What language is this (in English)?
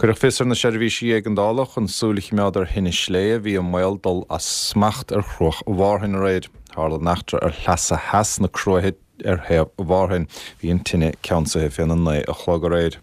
Irish